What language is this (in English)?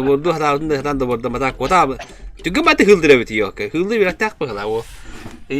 Yakut